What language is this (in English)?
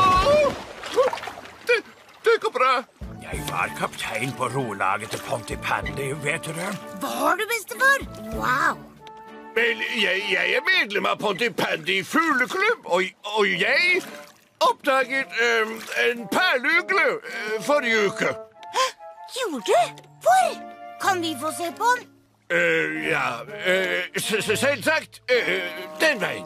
Norwegian